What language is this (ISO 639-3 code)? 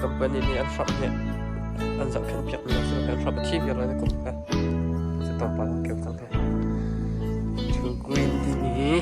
cnh